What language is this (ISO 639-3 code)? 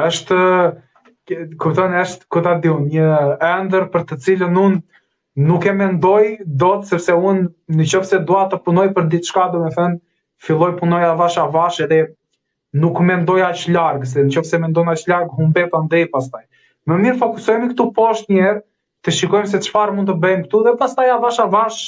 sqi